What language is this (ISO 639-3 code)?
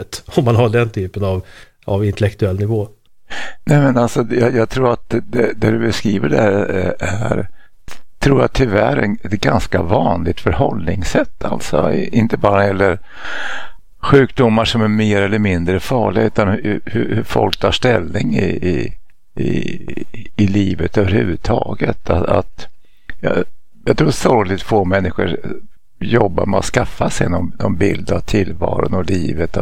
swe